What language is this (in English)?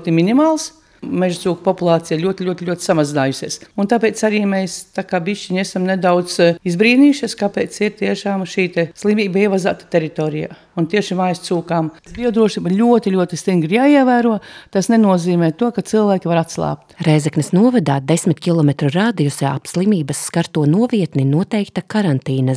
Latvian